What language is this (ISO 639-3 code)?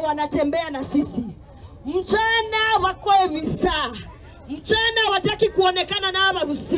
guz